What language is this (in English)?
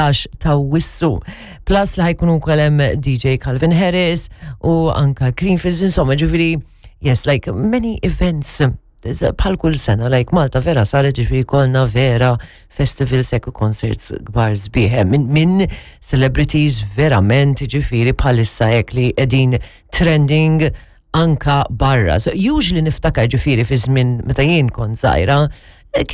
Maltese